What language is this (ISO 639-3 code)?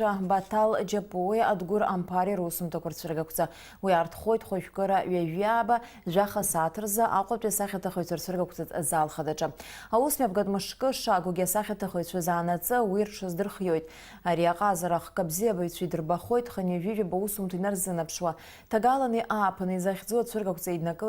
abk